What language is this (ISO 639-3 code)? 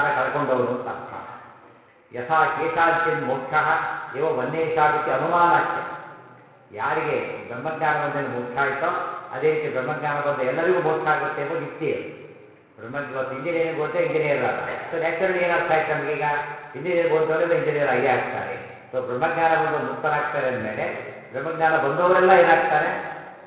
kan